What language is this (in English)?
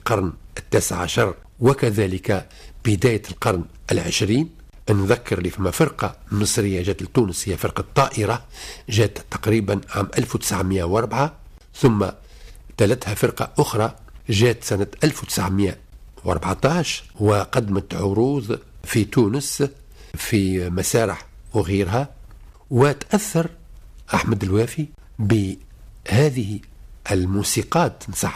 Tunisian Arabic